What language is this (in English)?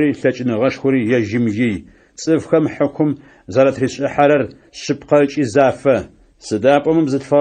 Adyghe